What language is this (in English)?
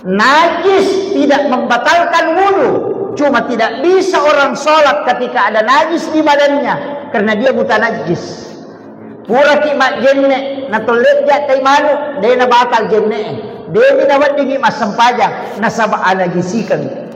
Buginese